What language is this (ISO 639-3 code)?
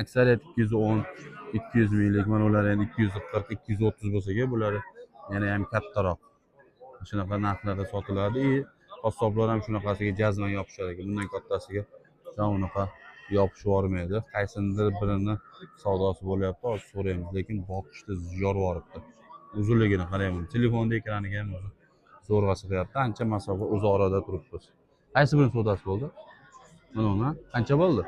uzb